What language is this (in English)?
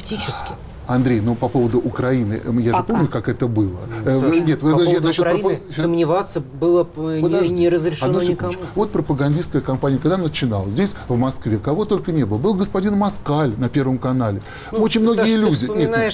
Russian